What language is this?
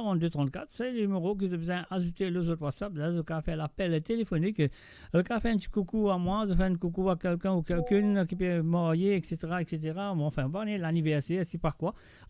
Morisyen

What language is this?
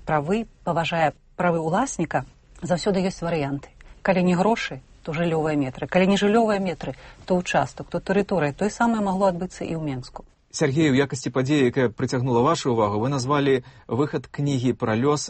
Belarusian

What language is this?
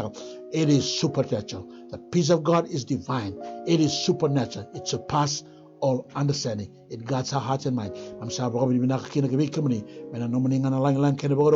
Fijian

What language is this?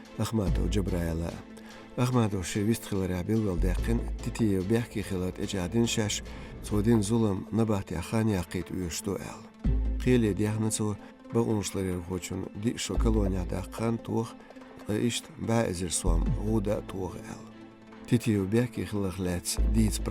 Chechen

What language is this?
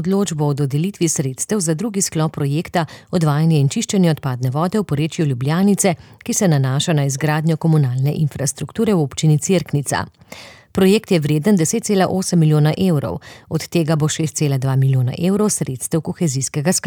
Slovenian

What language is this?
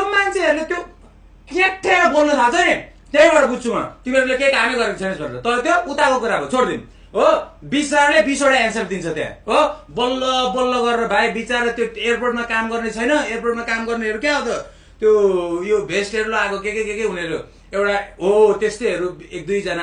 Nepali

